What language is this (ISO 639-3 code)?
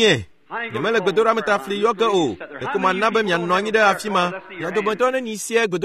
ewe